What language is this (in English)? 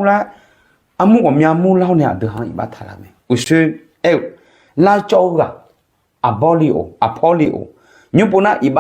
Akha